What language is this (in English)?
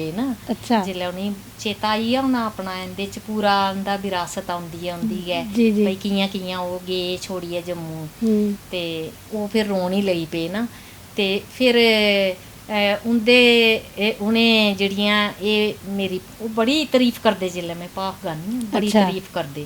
Dogri